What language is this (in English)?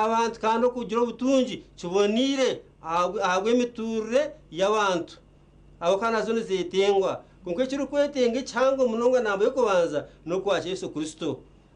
Nyankole